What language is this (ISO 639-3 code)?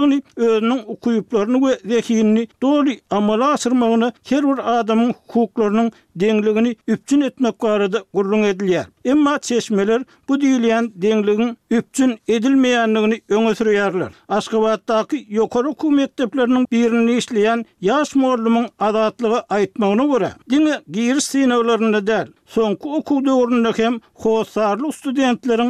tuk